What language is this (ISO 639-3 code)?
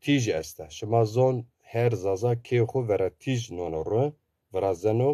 zza